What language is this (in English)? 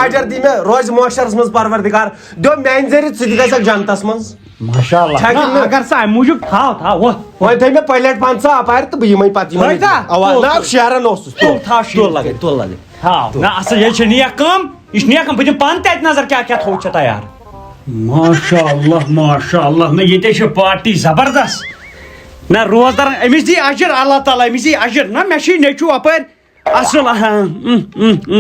Kashmiri